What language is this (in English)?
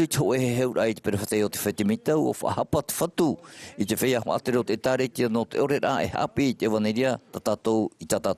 Tahitian